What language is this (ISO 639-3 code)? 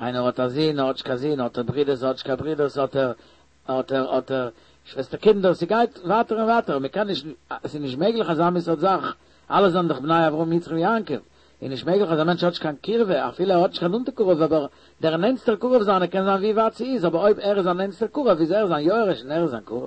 yid